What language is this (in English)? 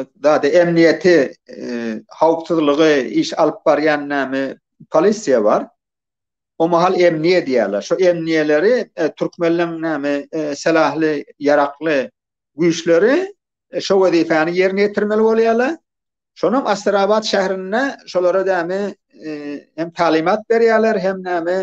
Turkmen